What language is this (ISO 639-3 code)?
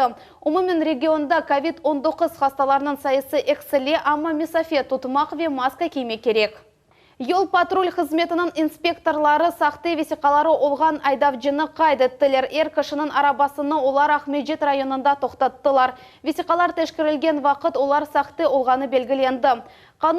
crh